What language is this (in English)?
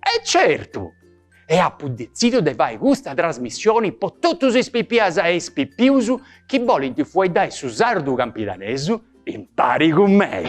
Sardinian